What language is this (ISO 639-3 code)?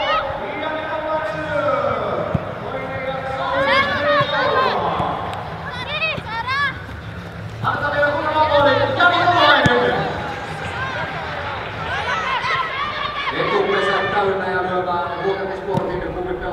fin